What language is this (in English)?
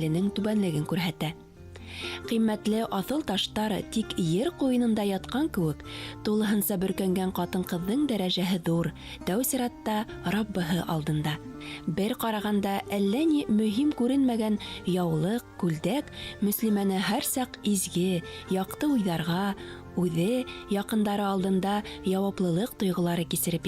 Bashkir